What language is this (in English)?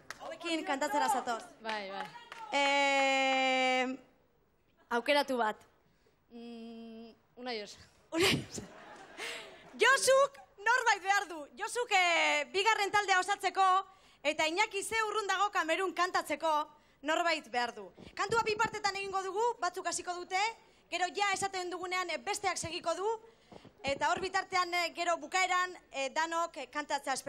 Basque